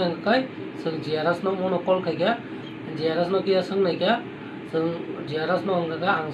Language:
Kok Borok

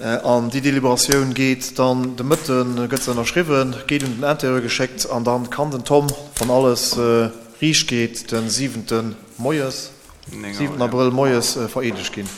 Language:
Luxembourgish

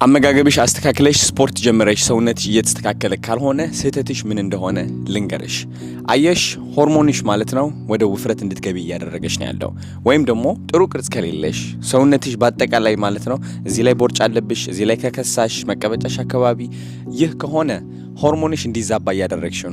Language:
Amharic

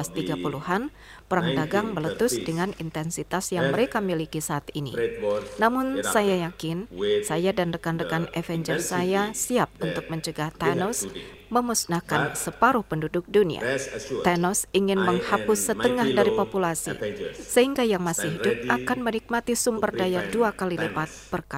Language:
Indonesian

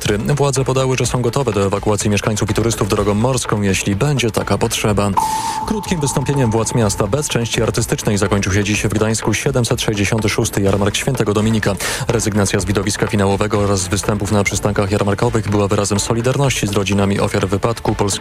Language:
Polish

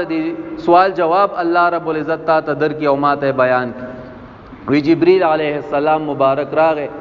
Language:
Pashto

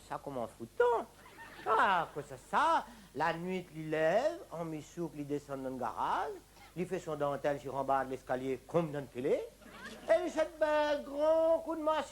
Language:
Réunion Creole French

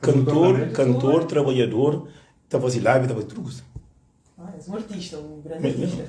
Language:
Kabuverdianu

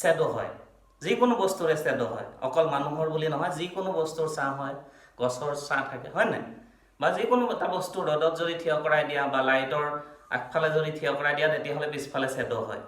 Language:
Assamese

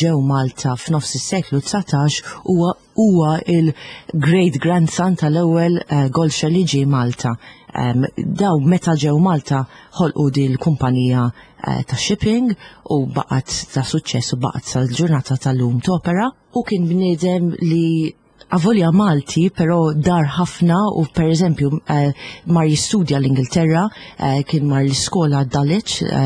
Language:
Maltese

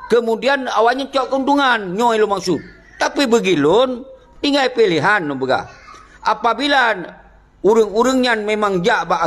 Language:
Achinese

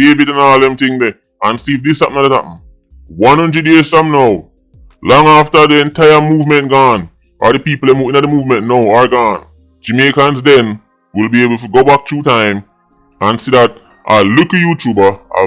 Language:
Jamaican Creole English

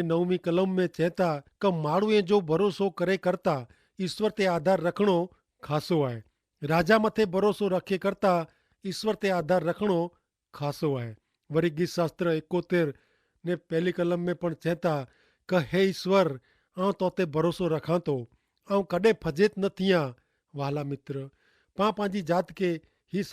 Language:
Kachhi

